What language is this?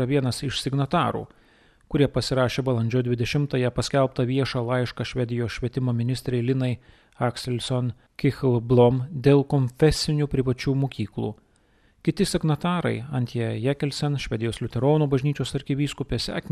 Lithuanian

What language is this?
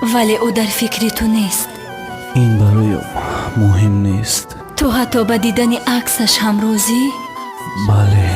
Tajik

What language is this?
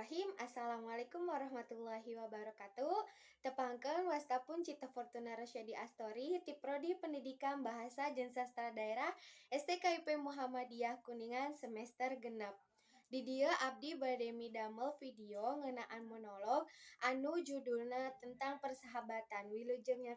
Sundanese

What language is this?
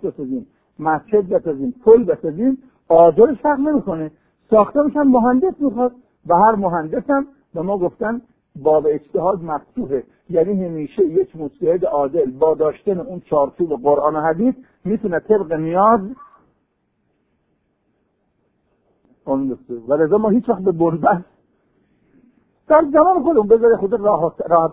Persian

